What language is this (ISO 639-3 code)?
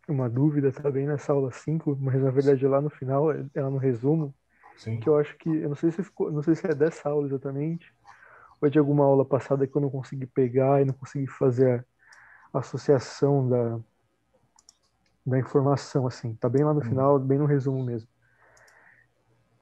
por